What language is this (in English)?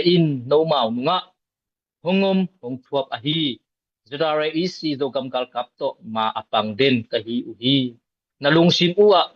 Tedim Chin